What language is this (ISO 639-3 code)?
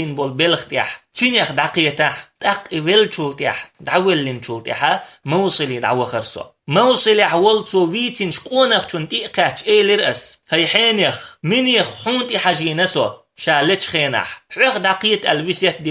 che